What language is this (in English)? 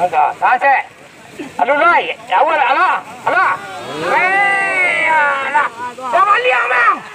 Minangkabau